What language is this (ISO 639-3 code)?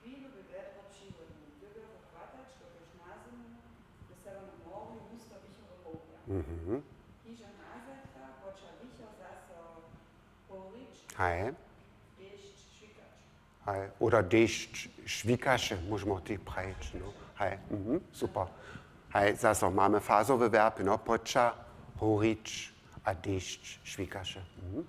hsb